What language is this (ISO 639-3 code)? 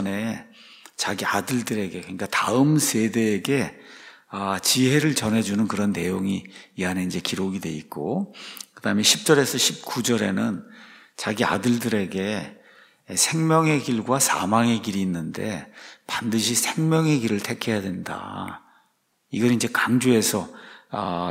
kor